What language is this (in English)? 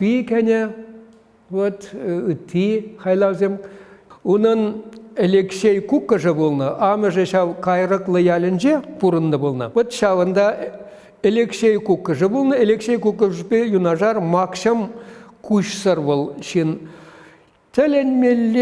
Chuvash